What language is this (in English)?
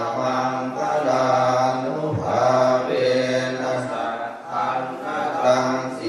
Pali